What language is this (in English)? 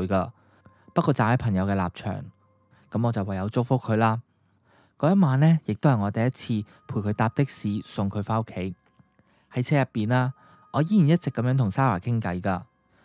Cantonese